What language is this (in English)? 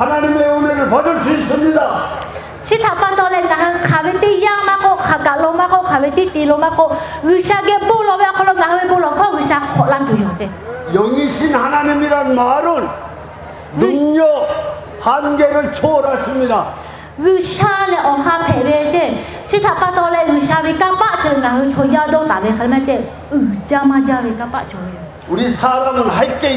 Lahu